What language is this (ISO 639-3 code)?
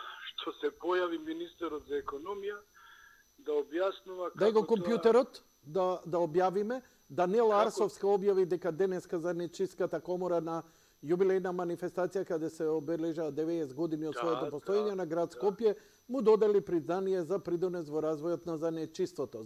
mkd